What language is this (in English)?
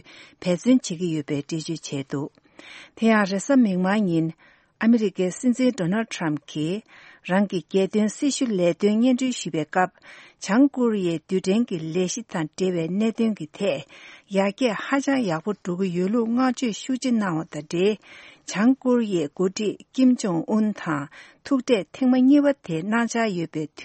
Tibetan